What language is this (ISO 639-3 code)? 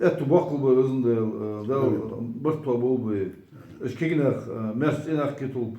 inh